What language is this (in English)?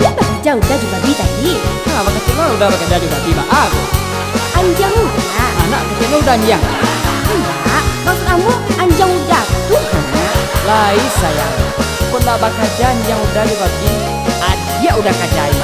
Minangkabau